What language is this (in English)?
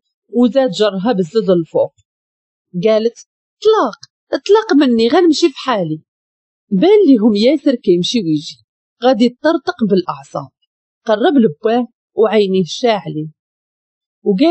Moroccan Arabic